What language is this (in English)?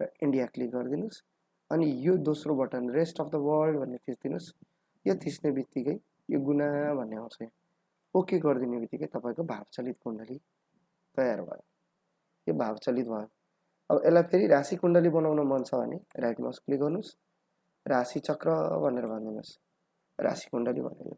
Nepali